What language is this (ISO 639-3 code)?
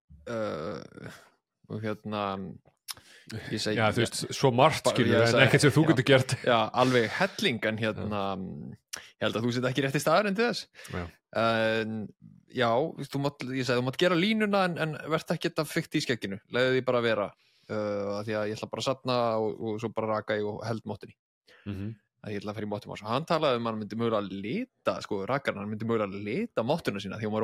isl